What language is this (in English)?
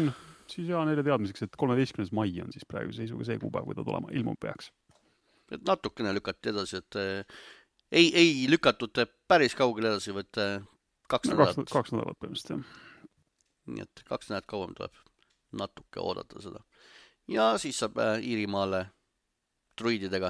Estonian